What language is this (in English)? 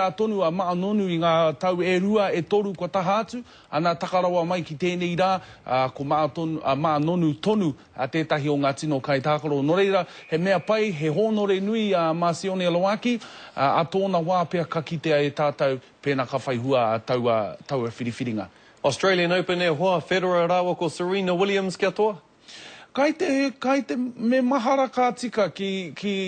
Māori